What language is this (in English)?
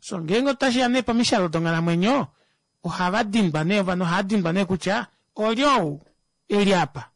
Kuanyama